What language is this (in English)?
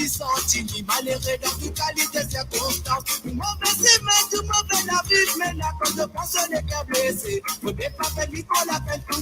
Morisyen